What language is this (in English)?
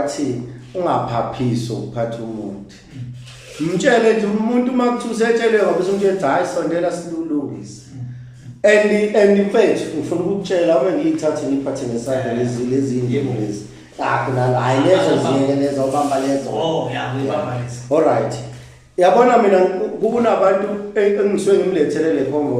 Zulu